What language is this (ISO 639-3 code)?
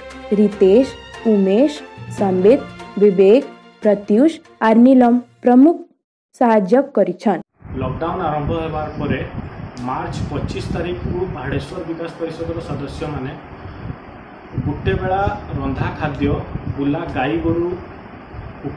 ori